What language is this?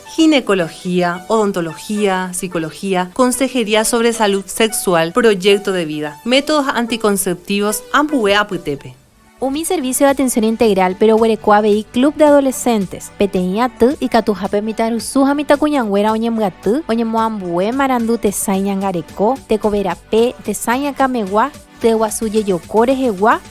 Guarani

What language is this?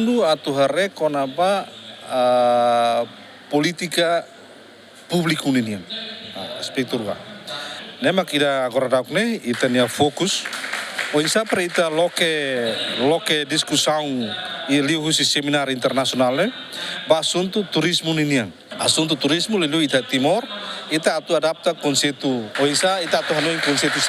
Tetum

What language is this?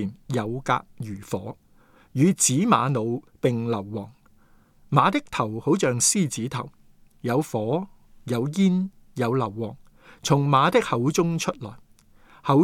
Cantonese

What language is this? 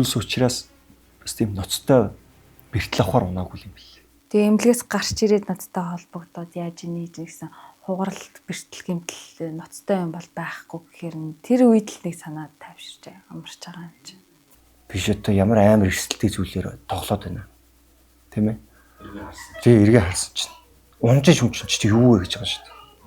Mongolian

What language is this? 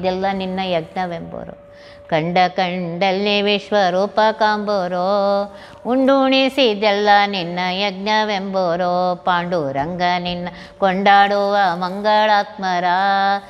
Kannada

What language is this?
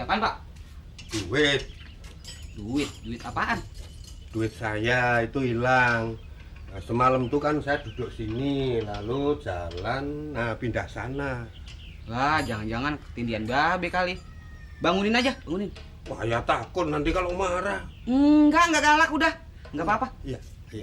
Betawi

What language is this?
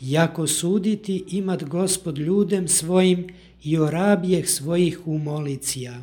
Church Slavic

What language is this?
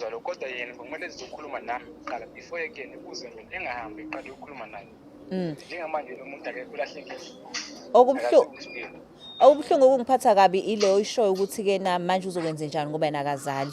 Zulu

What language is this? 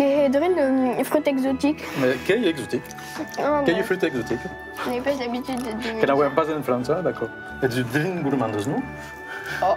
Occitan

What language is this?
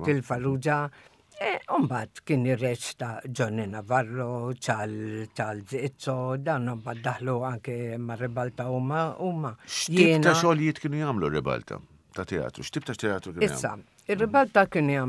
Maltese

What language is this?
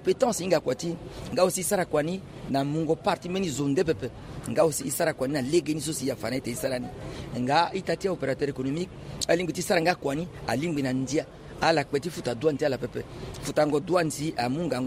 Sango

